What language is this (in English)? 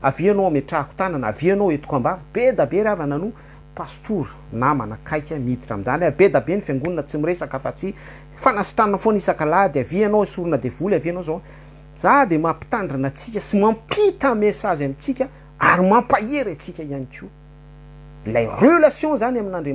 Malagasy